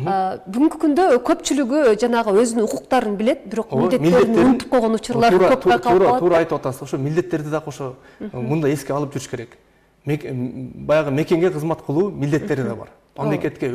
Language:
Kyrgyz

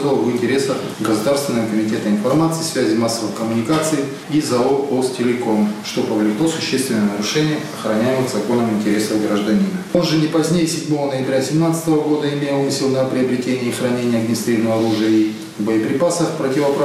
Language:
Russian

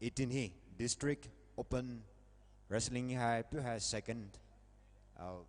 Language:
Poumei Naga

